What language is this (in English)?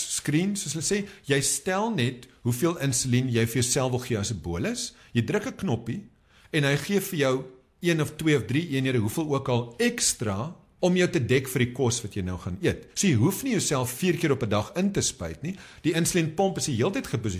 Afrikaans